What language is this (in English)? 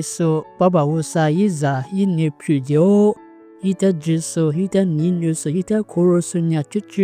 Lisu